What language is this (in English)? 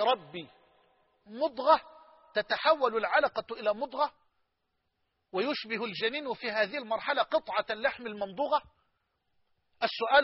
Arabic